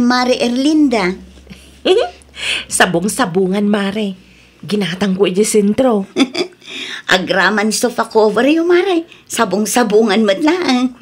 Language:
Iloko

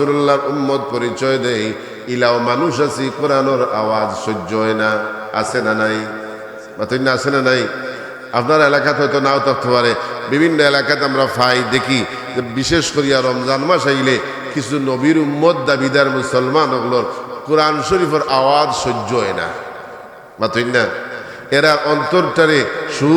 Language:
Sylheti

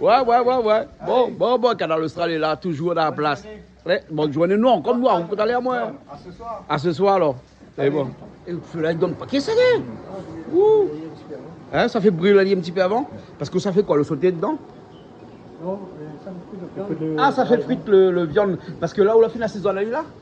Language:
Réunion Creole French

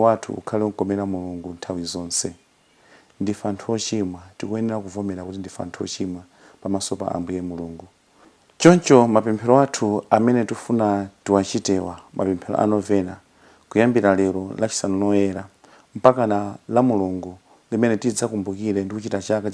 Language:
Nyanja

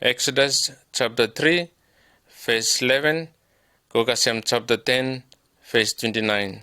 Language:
Bislama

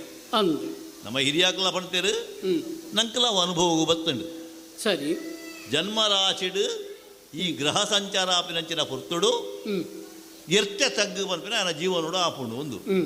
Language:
Tulu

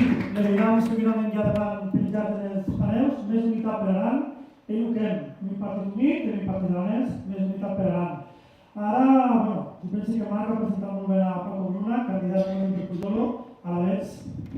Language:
Occitan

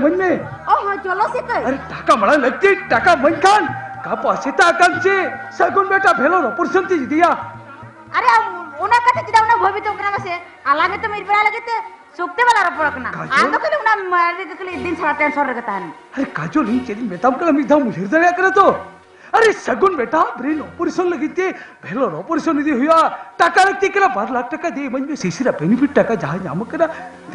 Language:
Santali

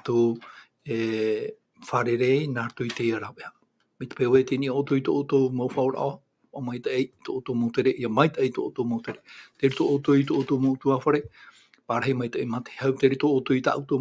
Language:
Tahitian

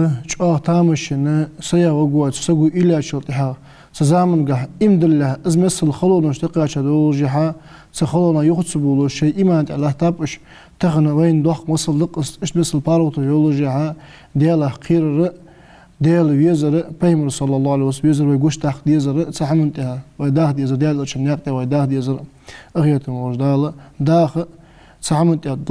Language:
Ingush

